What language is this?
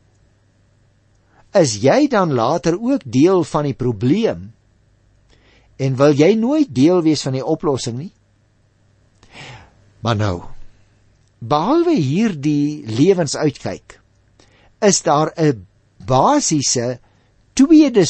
Afrikaans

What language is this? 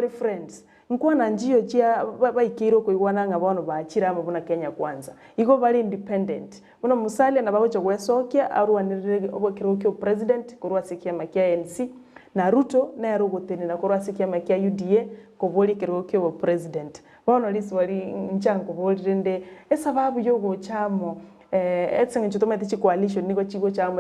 Gusii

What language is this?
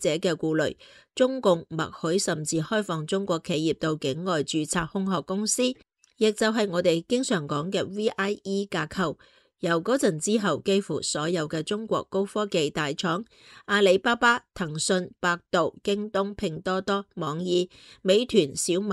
Cantonese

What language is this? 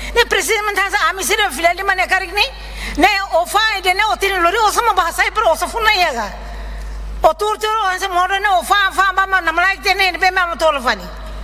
Tetum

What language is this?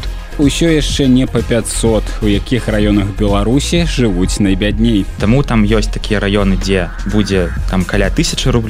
Belarusian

